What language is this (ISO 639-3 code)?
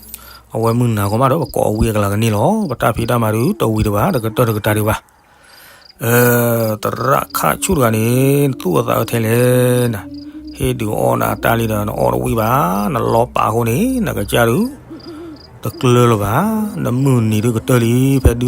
ksw